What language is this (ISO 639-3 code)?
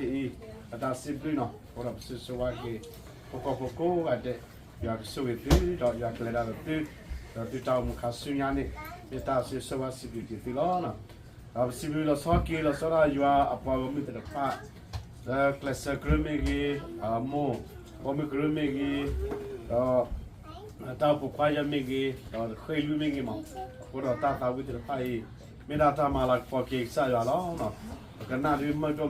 ksw